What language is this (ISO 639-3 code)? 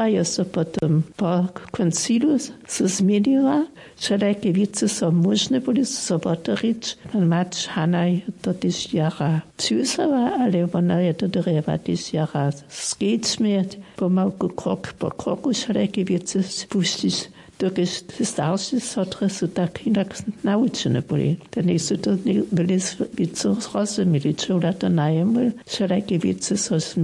hsb